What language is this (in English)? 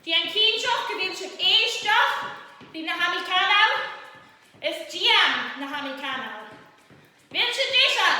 Scottish Gaelic